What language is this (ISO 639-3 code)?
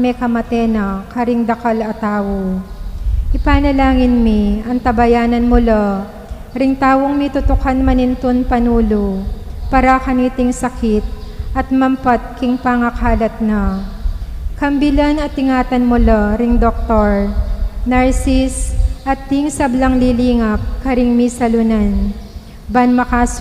pam